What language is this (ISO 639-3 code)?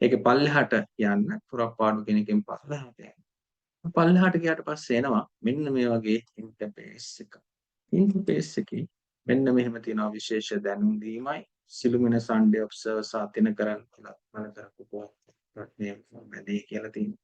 sin